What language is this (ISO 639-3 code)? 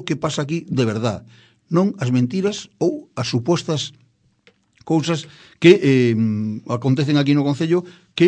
glg